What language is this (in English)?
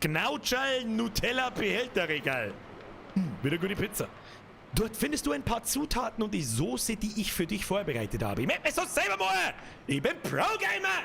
Bavarian